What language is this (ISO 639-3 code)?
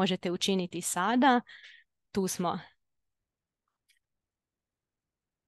hrv